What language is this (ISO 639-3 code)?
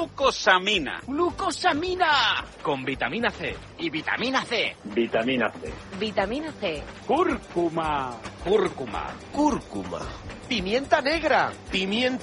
spa